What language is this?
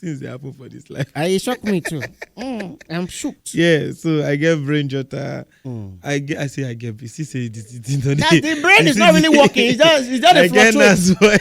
Nigerian Pidgin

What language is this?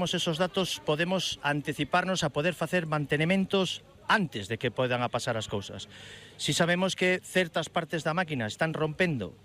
Galician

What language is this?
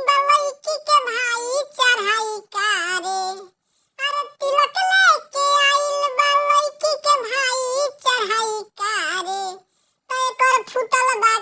Bhojpuri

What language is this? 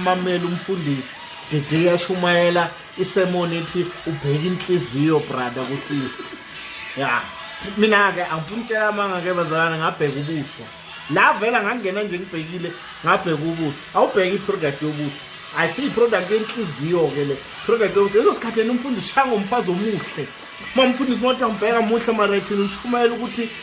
Zulu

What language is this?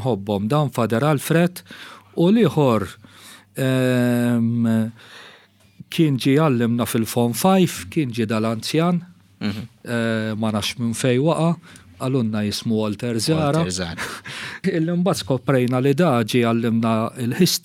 Maltese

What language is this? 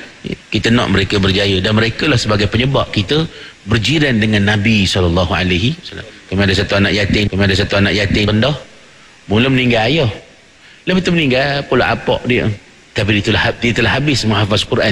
Malay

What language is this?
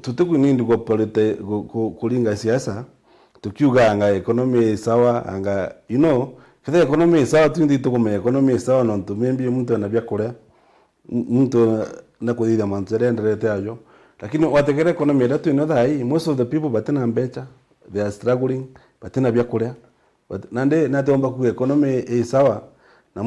Meru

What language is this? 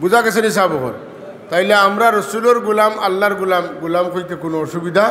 Sylheti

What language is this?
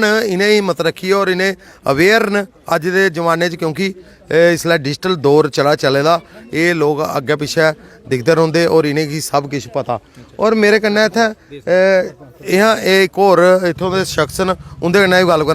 Dogri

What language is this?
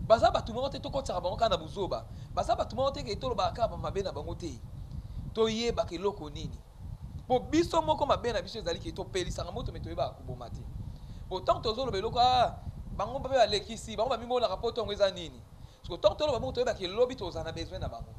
Lingala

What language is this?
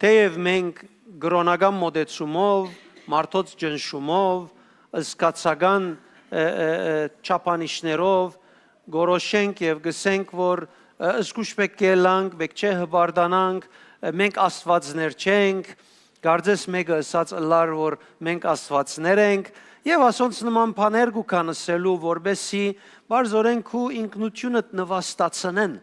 Western Armenian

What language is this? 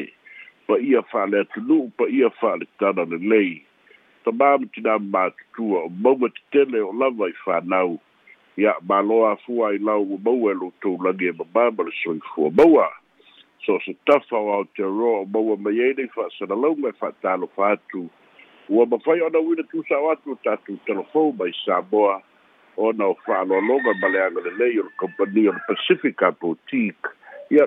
Samoan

